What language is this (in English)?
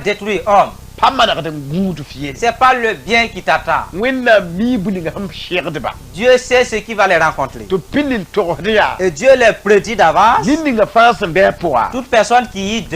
Mossi